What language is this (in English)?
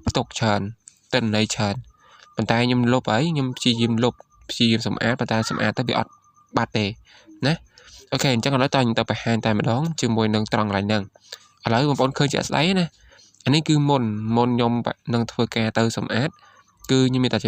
Khmer